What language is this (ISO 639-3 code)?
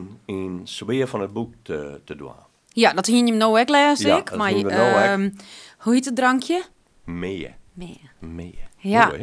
fry